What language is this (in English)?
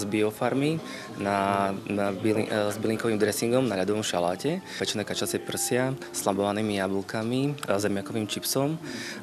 Slovak